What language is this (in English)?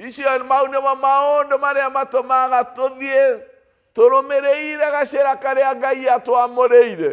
Kikuyu